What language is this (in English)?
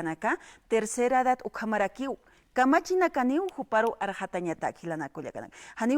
Aymara